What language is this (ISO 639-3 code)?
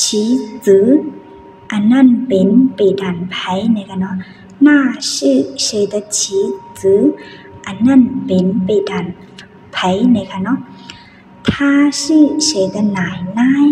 shn